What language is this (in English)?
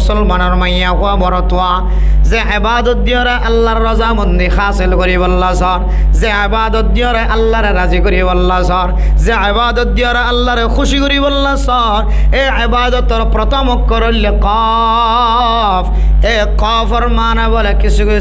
Rohingya